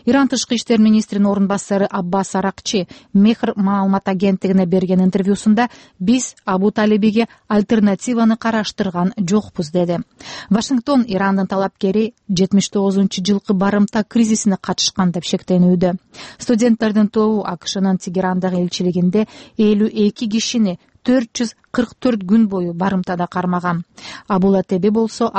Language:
Kyrgyz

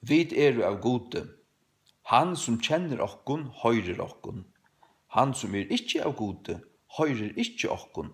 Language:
Faroese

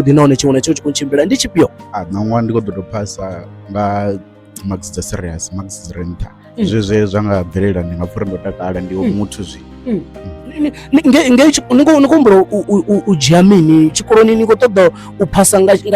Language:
Venda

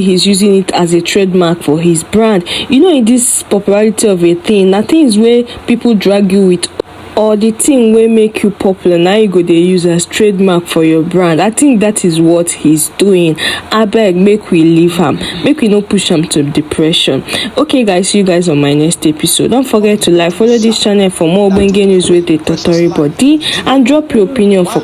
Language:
Nigerian Pidgin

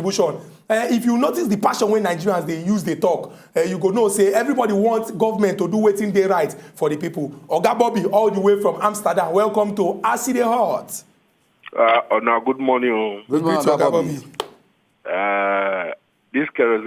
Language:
Nigerian Pidgin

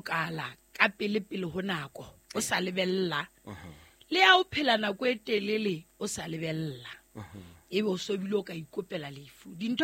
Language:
Southern Sotho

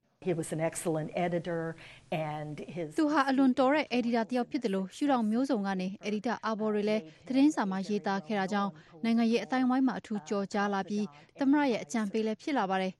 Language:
Burmese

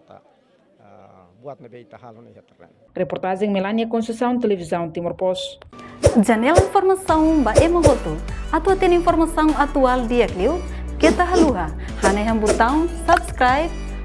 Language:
Tetum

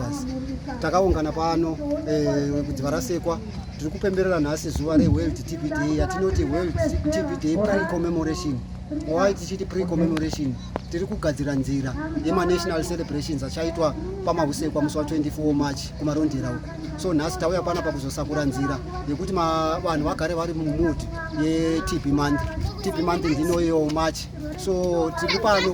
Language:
Shona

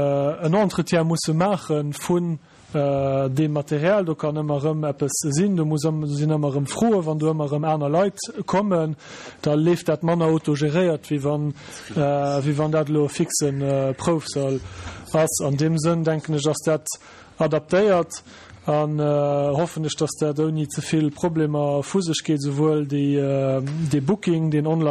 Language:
Luxembourgish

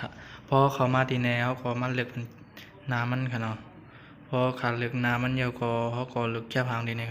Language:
Shan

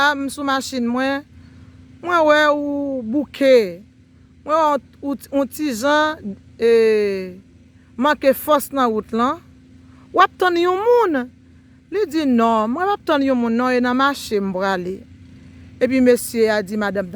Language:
Haitian Creole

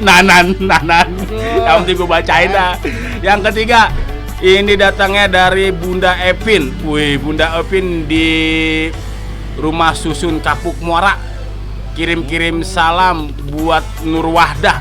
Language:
Betawi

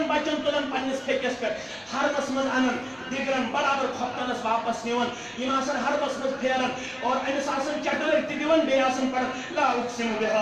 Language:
Kashmiri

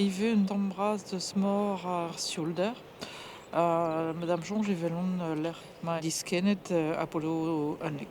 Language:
Breton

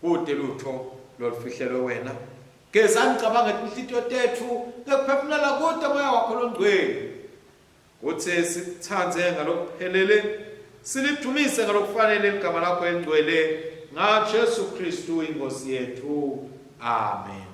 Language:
Swati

